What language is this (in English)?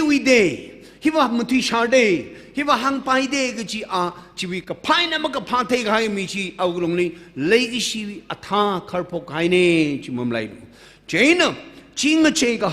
Tangkhul Naga (India)